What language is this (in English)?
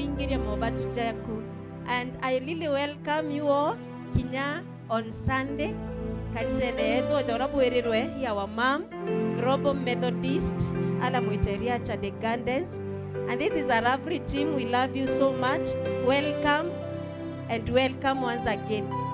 Meru